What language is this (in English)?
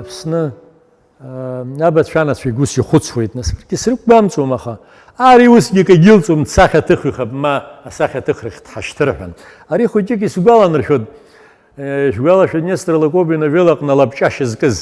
Abkhazian